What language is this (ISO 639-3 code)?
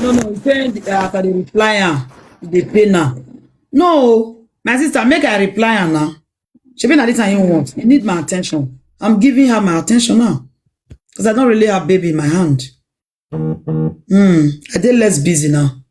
pcm